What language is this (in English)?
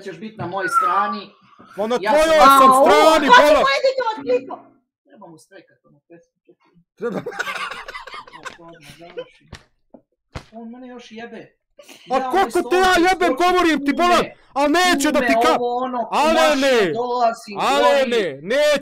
Bosnian